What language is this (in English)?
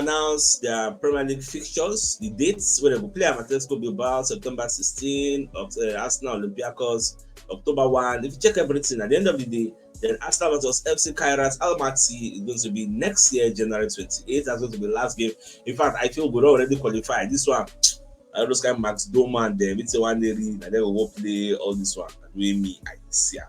Nigerian Pidgin